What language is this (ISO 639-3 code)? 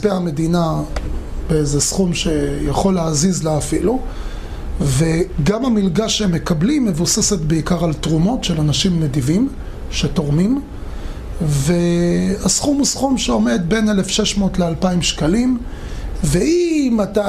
heb